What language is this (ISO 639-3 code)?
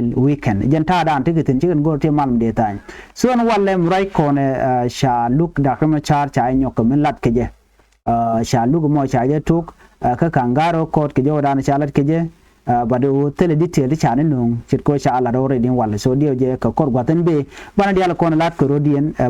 nus